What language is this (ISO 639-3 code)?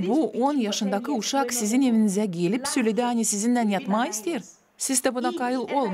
gag